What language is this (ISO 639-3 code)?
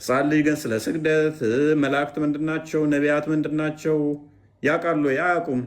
amh